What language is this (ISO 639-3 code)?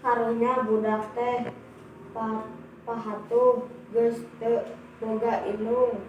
sun